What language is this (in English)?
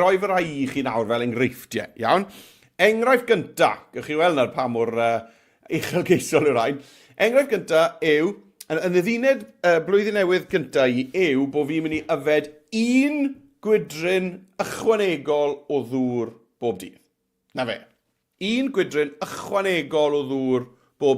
Welsh